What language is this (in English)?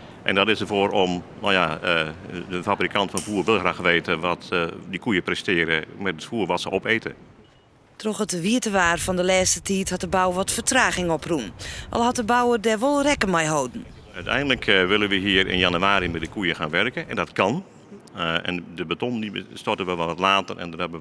Western Frisian